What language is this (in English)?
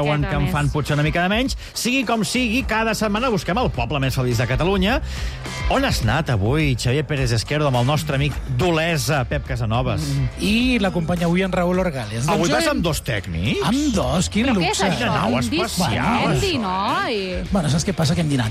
Catalan